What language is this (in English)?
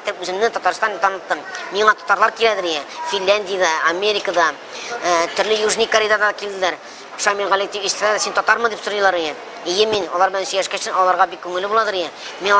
Tatar